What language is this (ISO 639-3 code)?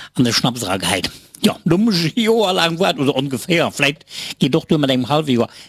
ltz